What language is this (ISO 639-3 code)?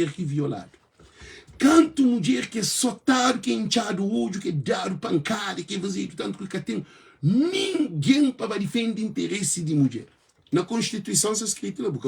kea